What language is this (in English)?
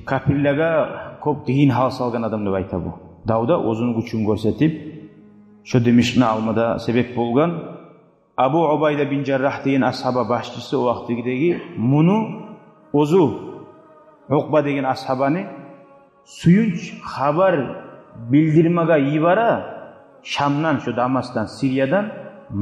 Kumyk